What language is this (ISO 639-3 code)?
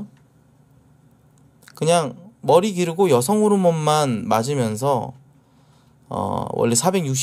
kor